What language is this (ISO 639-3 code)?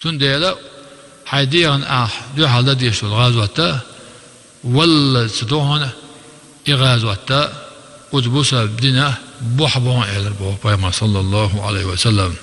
che